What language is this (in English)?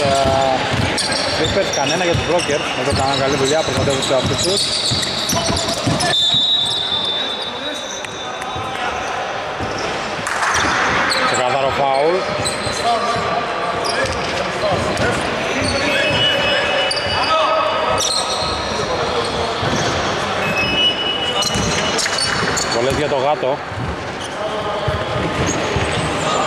Greek